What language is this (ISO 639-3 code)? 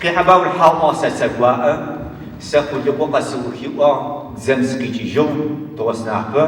ady